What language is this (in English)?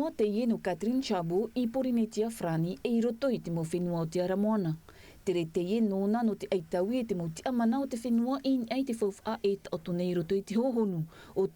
Tahitian